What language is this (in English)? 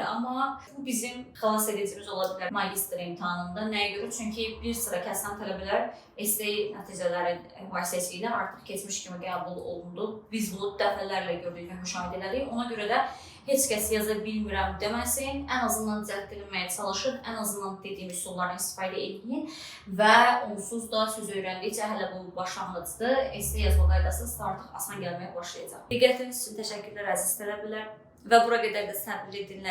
Azerbaijani